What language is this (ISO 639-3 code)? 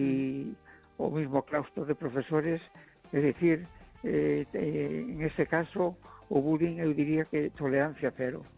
glg